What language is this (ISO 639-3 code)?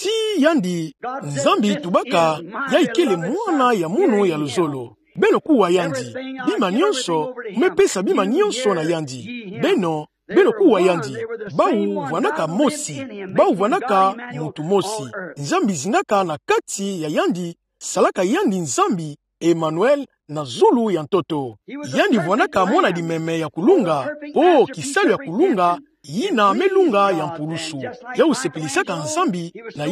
ktu